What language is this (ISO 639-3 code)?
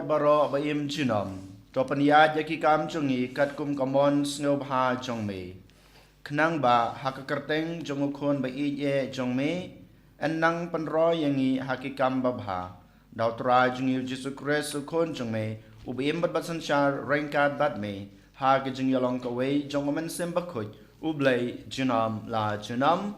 kha